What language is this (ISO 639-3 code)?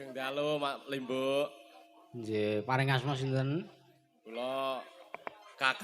jav